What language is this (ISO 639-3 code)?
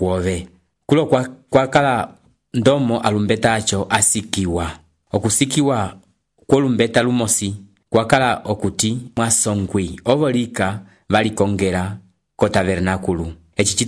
umb